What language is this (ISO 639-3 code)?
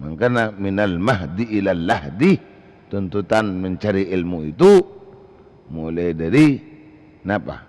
mad